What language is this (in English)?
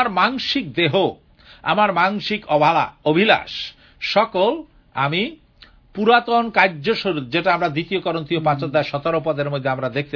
Bangla